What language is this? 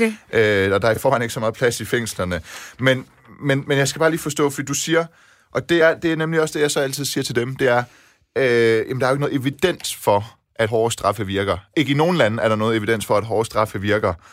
Danish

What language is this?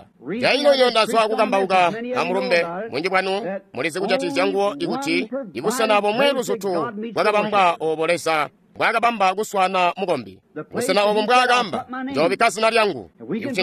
Tonga (Zambia)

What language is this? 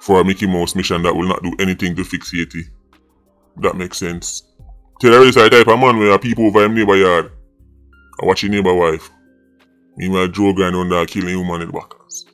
Jamaican Creole English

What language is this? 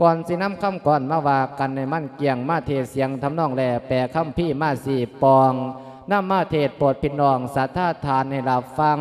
Lao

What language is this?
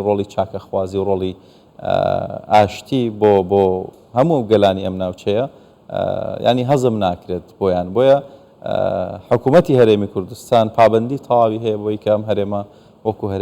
Central Kurdish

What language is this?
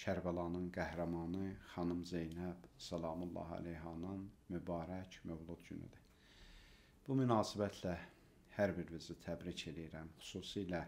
Azerbaijani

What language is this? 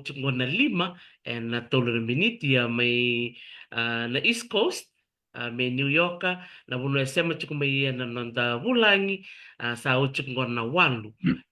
Fijian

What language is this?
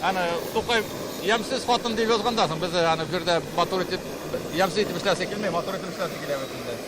Tatar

